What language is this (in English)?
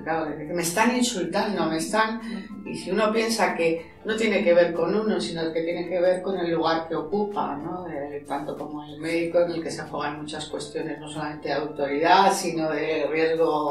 Spanish